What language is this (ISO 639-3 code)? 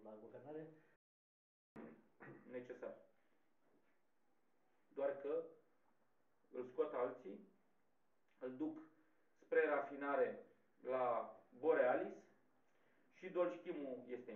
ron